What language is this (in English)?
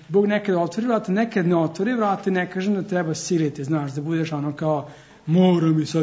Serbian